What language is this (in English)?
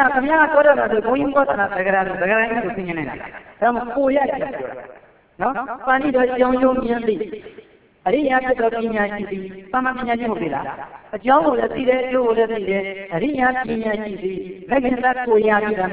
Burmese